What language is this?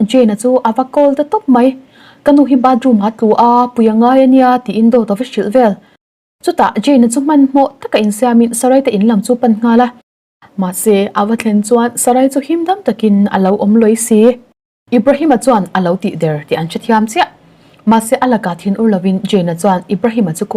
Mizo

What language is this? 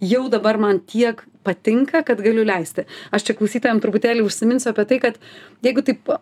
Lithuanian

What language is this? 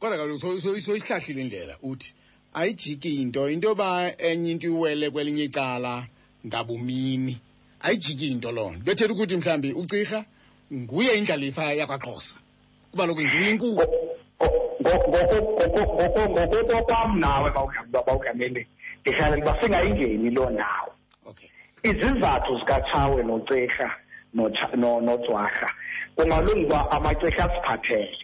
Xhosa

